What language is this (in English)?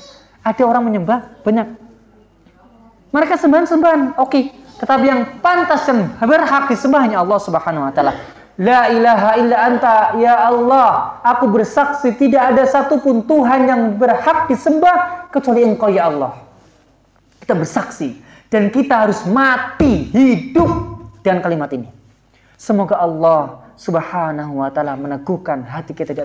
Indonesian